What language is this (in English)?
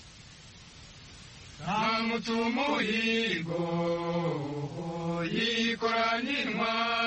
Kinyarwanda